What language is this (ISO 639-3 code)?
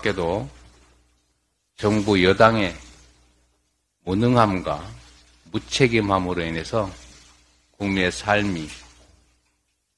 kor